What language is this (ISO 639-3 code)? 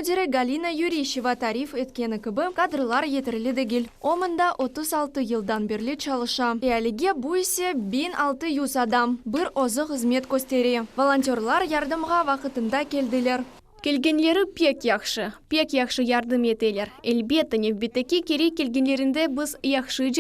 crh